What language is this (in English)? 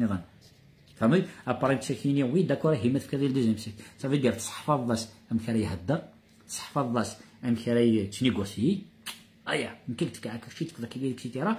Kabyle